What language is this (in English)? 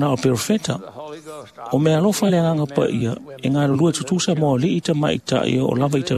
Samoan